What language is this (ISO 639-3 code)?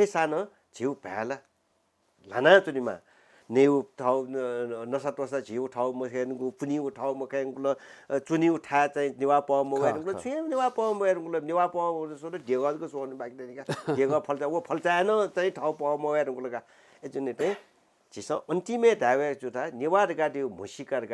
new